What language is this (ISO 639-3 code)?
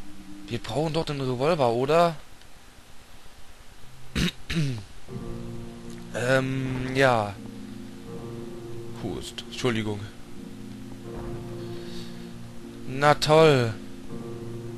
deu